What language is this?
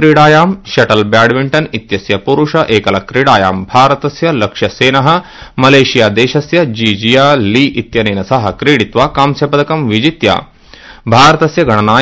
Sanskrit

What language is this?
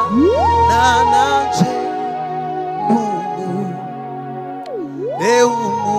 Kinyarwanda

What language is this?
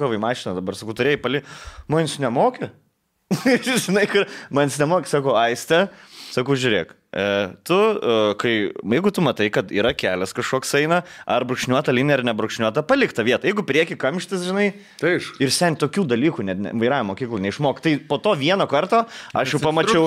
Lithuanian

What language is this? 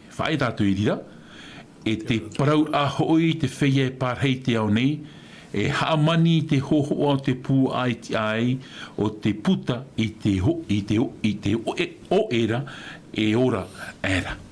Tahitian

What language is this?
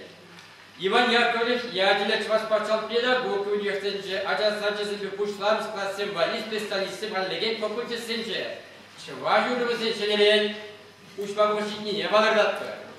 Chuvash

